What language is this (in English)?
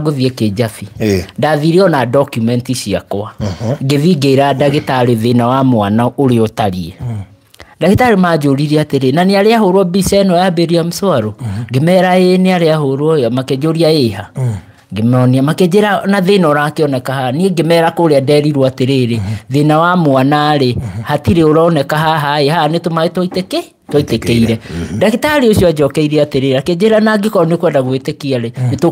Kikuyu